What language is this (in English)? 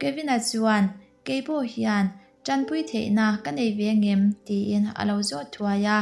Mizo